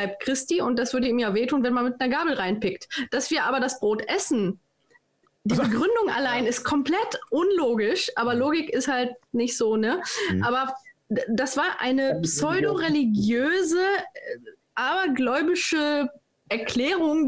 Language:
German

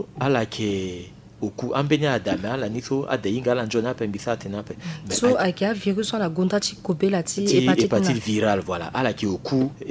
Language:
Sango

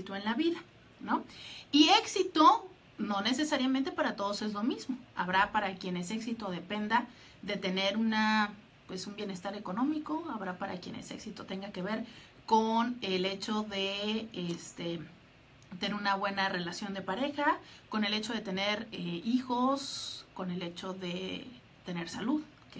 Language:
Spanish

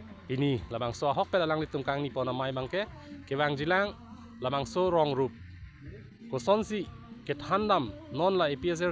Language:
Karbi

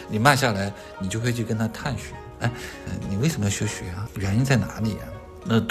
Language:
Chinese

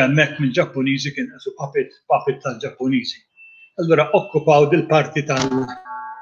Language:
Maltese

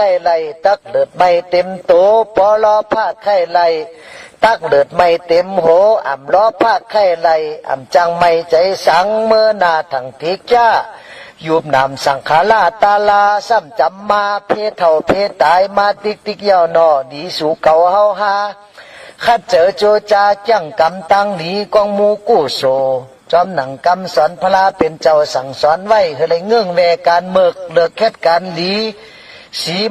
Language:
Shan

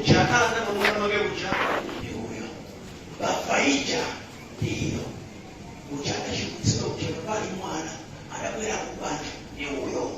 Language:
Nyanja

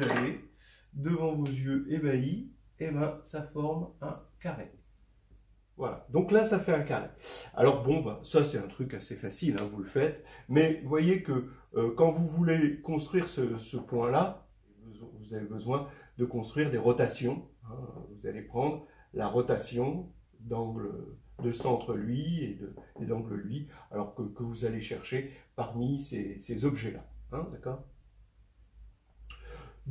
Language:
French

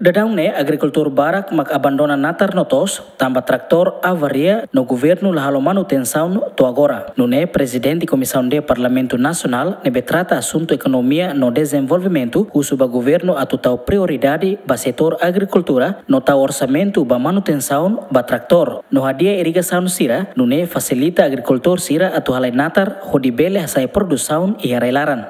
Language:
Tetum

